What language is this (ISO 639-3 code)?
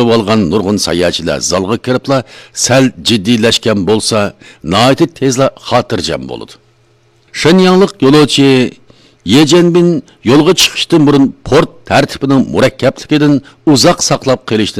uig